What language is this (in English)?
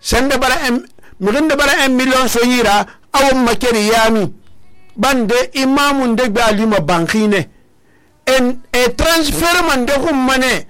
Susu